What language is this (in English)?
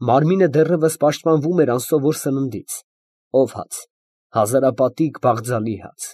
Armenian